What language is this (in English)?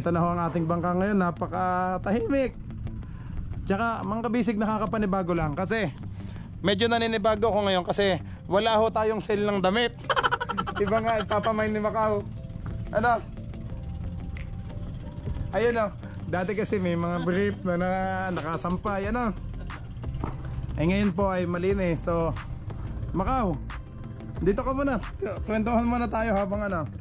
Filipino